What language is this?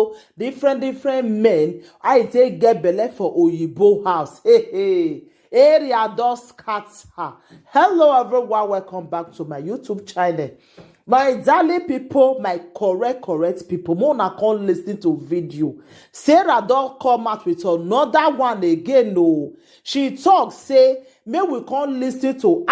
Nigerian Pidgin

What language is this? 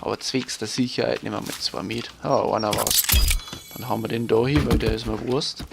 Bavarian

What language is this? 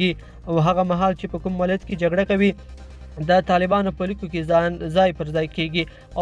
Pashto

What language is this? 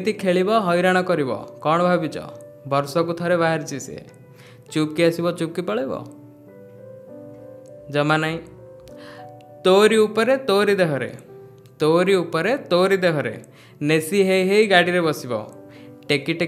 Odia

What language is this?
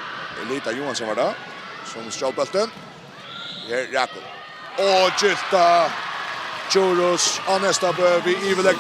Faroese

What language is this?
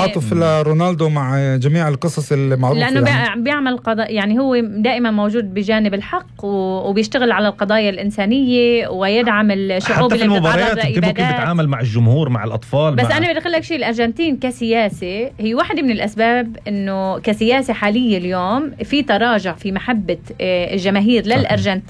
North Levantine Arabic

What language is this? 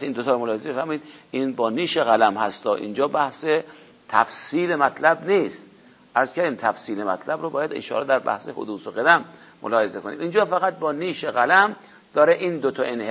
Persian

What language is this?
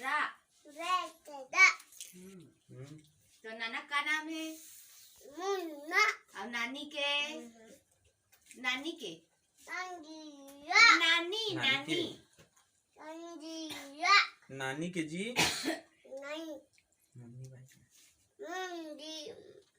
Chhattisgarhi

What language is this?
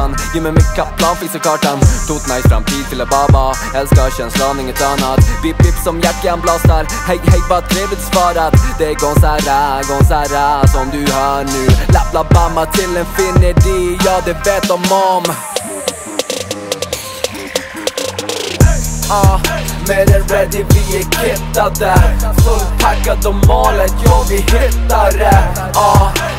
Swedish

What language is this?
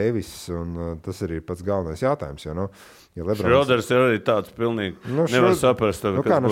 Latvian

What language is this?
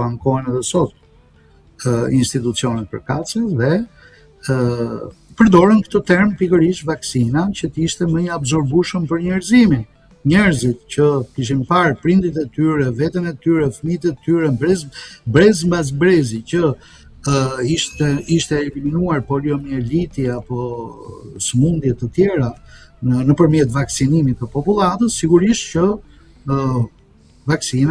Albanian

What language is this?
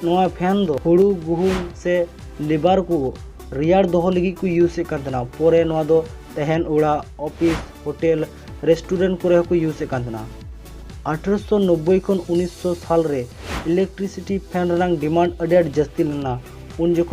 Santali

